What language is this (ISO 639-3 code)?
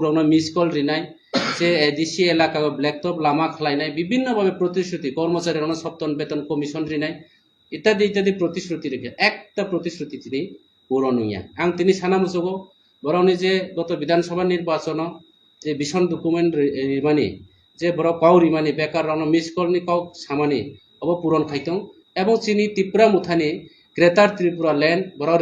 trp